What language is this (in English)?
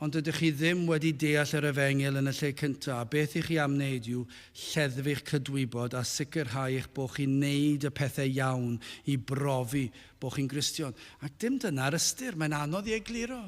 Welsh